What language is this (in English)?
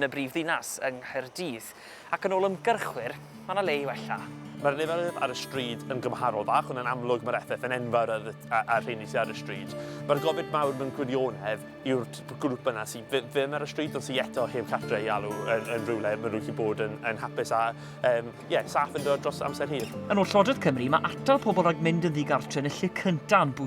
Welsh